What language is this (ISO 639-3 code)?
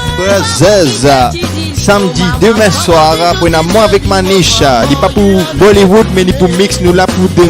mfe